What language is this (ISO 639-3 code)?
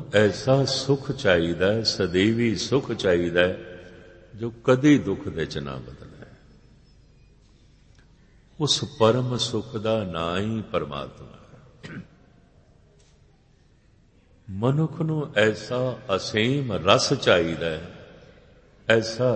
pan